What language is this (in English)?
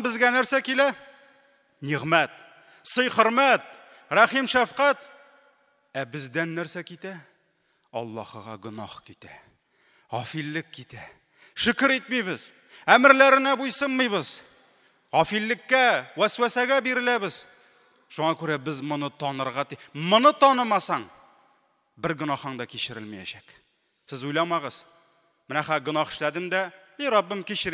Tatar